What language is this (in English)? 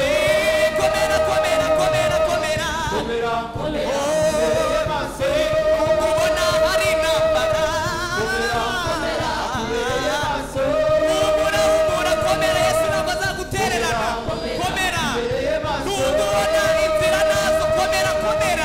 Kinyarwanda